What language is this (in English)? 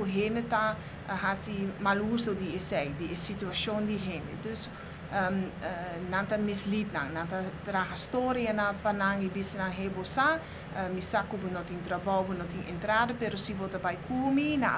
Papiamento